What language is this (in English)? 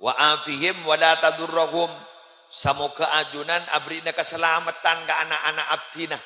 Madurese